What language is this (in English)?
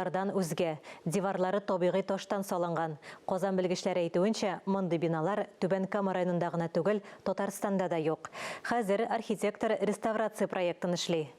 Tatar